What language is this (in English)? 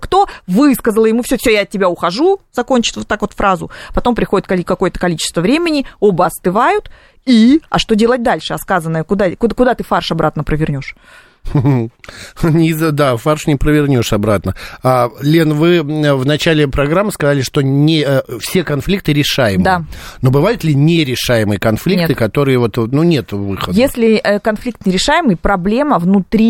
Russian